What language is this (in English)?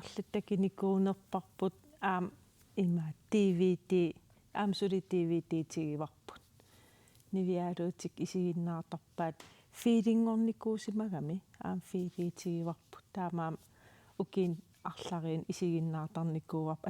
Kalaallisut